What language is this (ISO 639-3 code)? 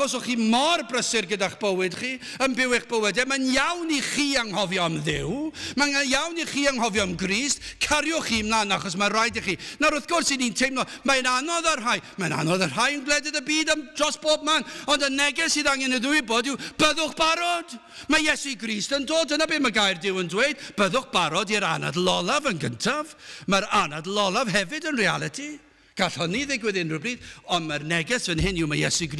cym